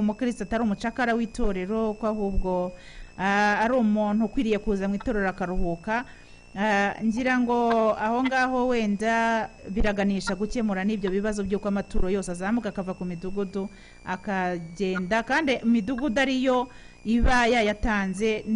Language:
Kinyarwanda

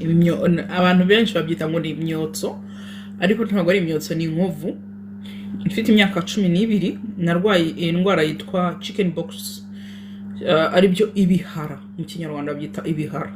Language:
Kinyarwanda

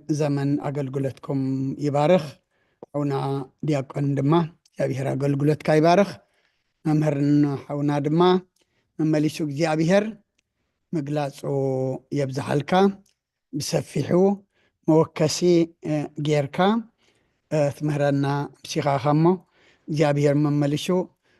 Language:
Tigrinya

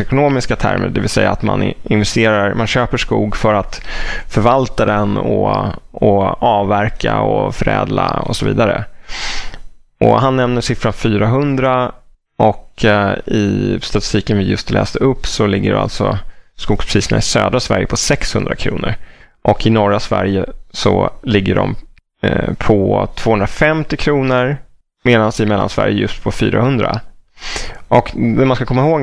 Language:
Swedish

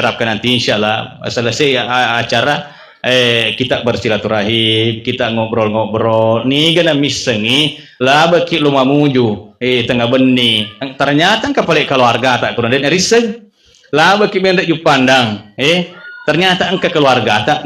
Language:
Buginese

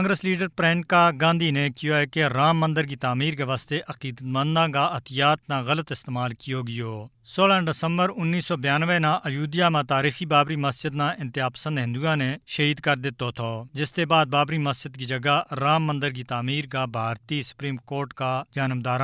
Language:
Gujari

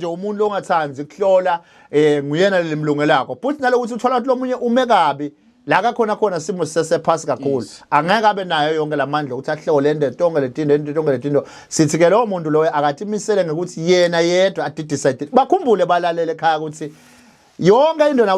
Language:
Zulu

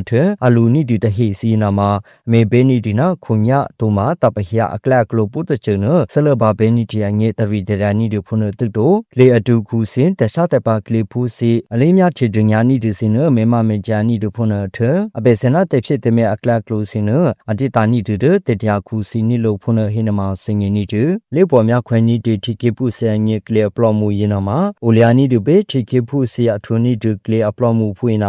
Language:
Burmese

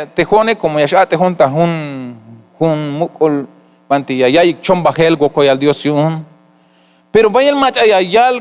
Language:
Tzeltal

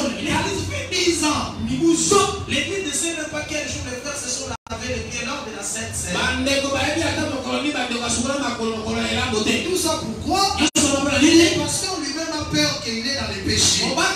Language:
French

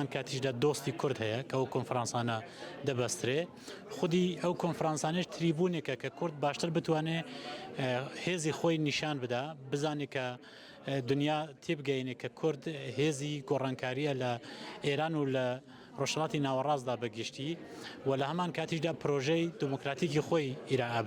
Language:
Central Kurdish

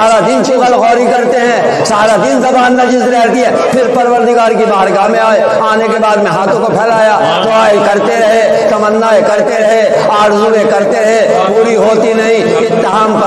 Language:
Urdu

